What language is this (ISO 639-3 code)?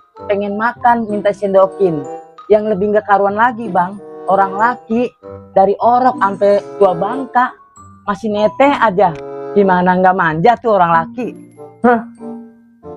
bew